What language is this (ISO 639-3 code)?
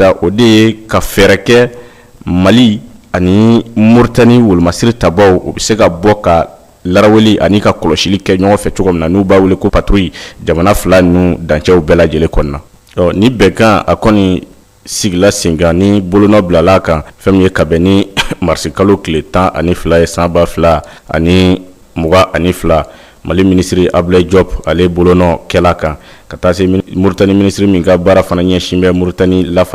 bam